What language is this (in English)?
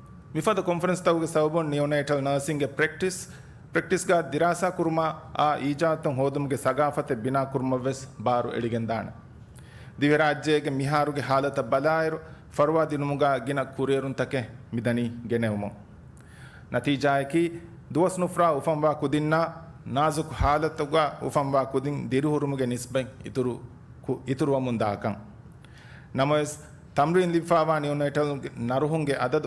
Divehi